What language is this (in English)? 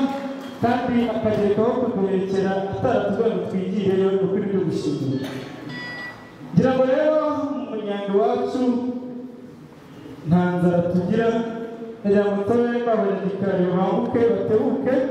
Kinyarwanda